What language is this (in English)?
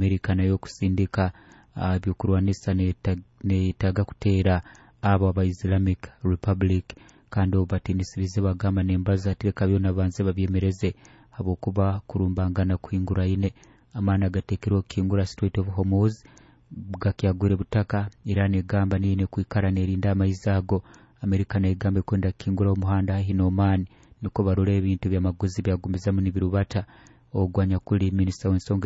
Nyoro